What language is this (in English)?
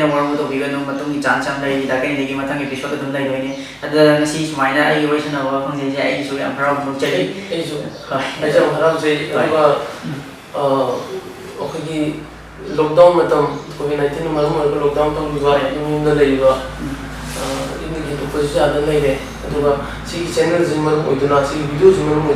Manipuri